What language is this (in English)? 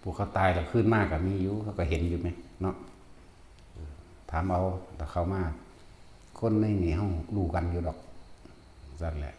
Northeastern Thai